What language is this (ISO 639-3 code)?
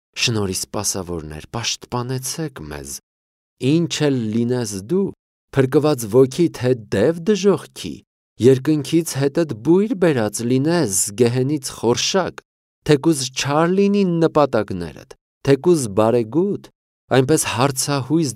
hye